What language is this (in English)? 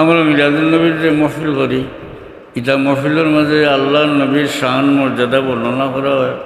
Sylheti